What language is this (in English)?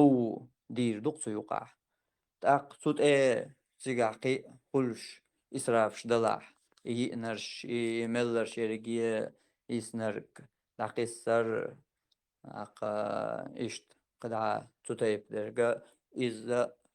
Chechen